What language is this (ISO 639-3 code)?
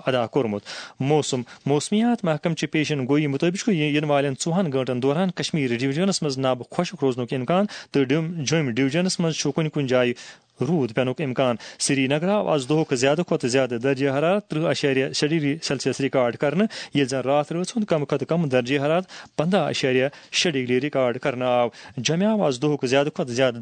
kas